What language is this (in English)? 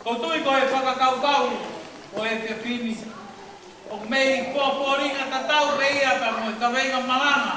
Tongan